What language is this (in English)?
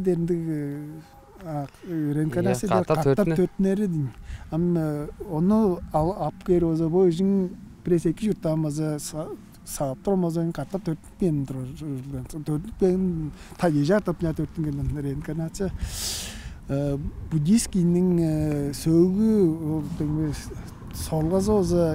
Tuvinian